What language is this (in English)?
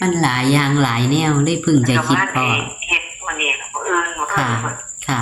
Northeastern Thai